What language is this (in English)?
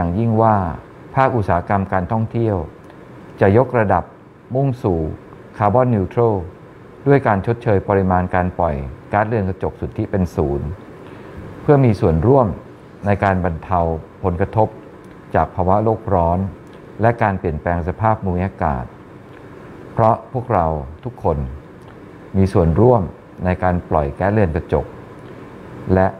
Thai